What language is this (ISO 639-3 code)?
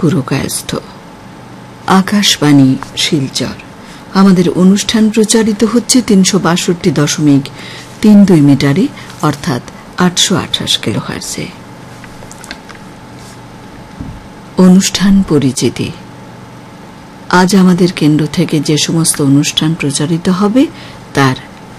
ben